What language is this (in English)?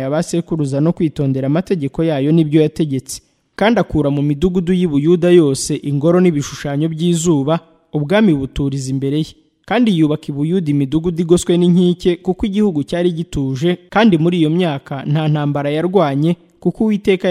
Kinyarwanda